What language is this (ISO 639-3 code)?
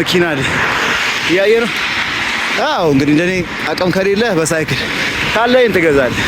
amh